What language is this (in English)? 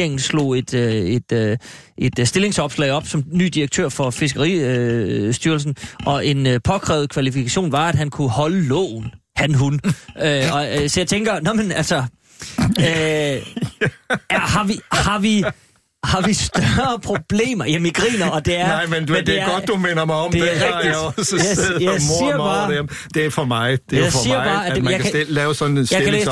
Danish